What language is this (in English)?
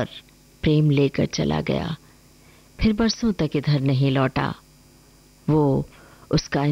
Hindi